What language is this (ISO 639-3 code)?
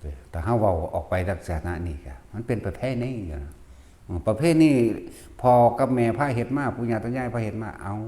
lao